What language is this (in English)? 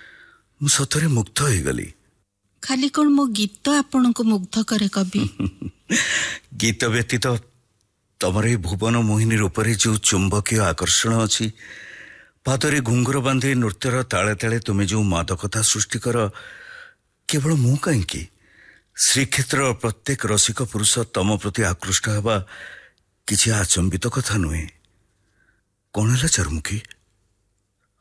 Odia